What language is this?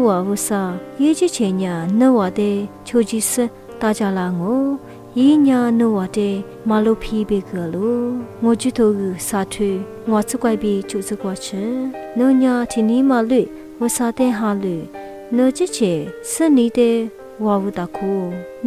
Lisu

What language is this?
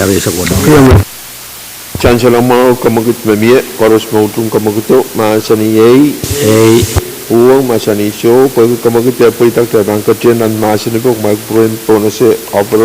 Pohnpeian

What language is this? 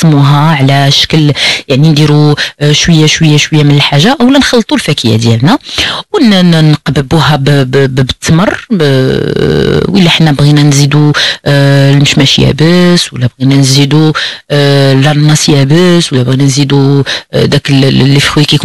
Moroccan Arabic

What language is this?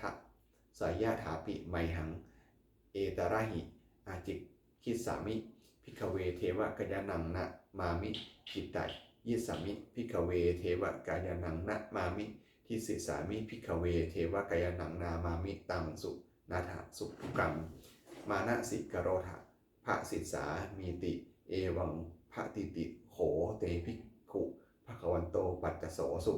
Pali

